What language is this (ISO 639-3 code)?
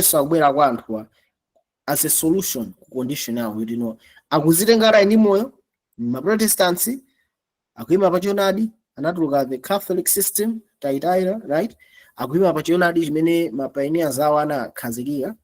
nya